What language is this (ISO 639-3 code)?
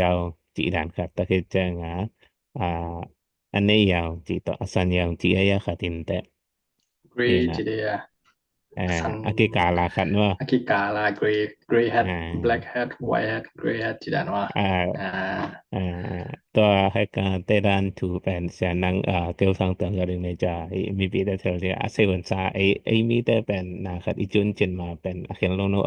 ctd